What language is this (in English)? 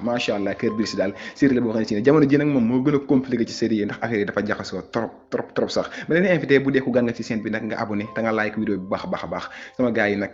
Wolof